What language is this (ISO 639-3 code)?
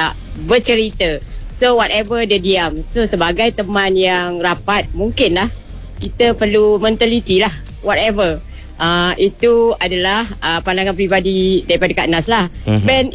msa